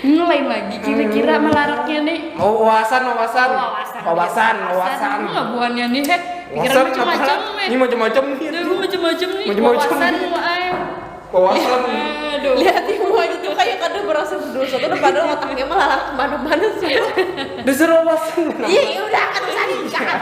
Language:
Banjar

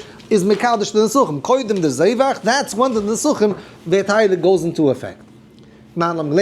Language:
Yiddish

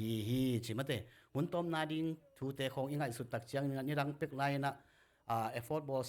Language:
Tedim Chin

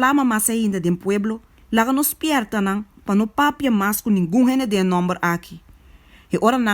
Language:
Papiamento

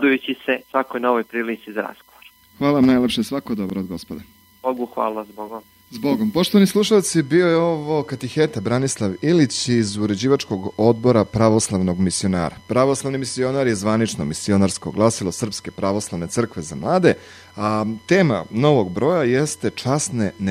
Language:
Serbian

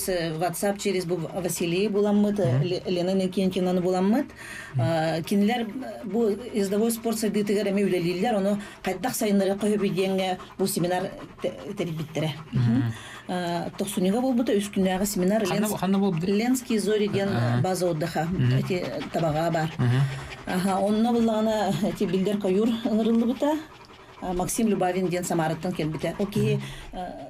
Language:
Yakut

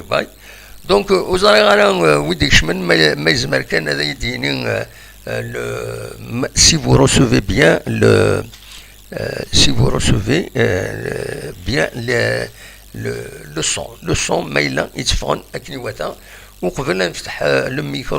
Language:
Kabyle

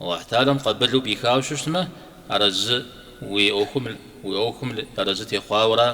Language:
Kabardian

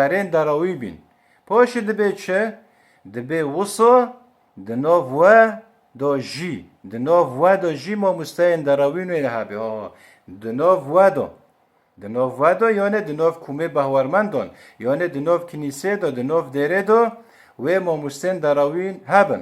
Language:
Kurdish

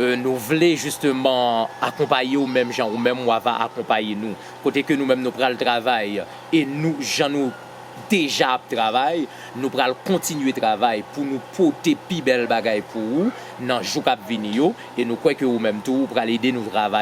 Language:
Haitian Creole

